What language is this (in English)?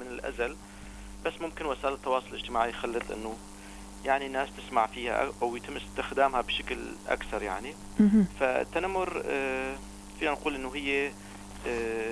North Levantine Arabic